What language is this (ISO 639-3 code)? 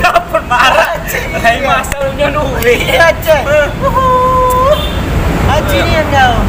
mui